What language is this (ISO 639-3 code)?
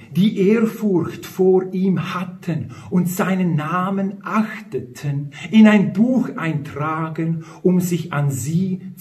gsw